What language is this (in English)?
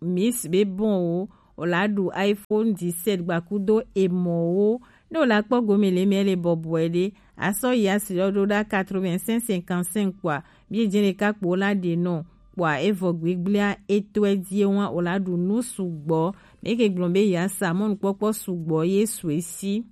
Gen